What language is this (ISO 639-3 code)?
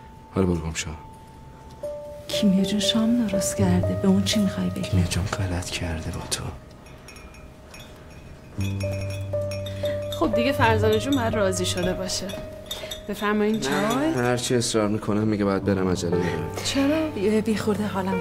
fas